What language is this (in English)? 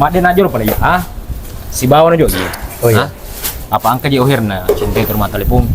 Buginese